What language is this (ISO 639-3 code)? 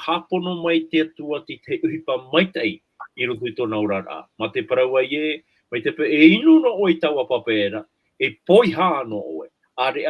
tah